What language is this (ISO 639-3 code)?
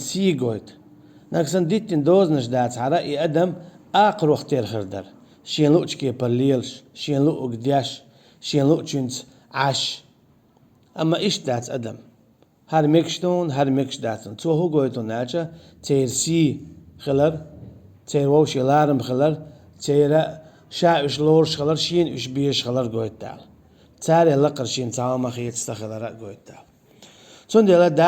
che